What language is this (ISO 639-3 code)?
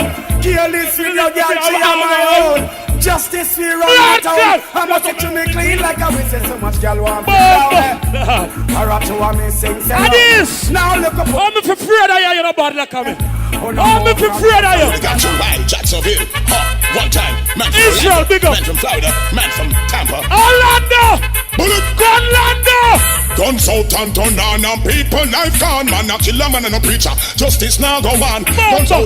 jam